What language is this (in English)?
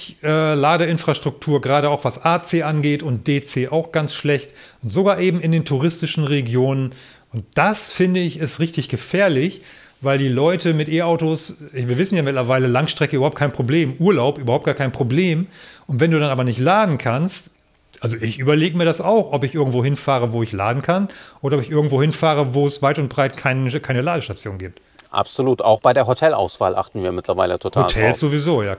German